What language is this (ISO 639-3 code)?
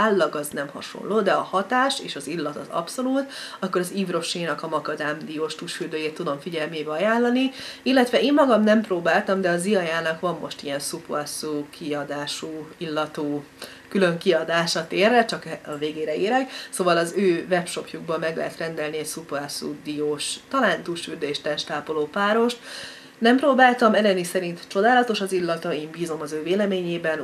hun